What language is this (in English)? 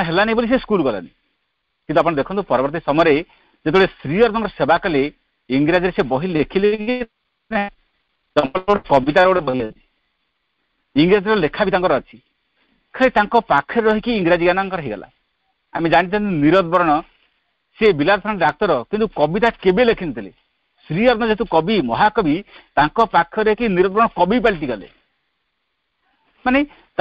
Odia